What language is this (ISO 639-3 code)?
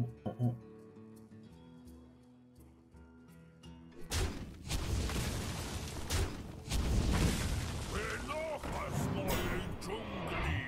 pol